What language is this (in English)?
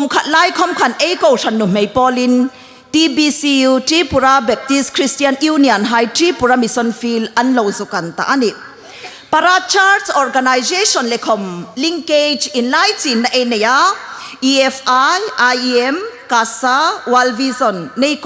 Hmar